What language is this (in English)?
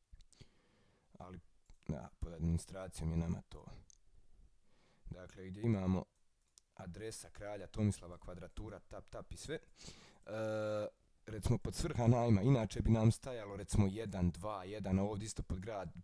Croatian